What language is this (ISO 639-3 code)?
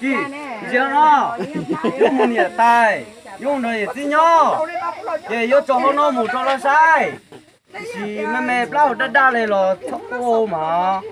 hmn